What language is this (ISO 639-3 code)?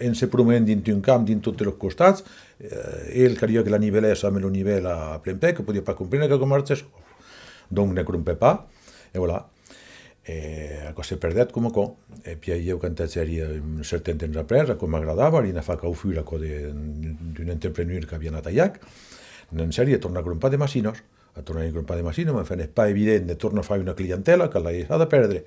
oci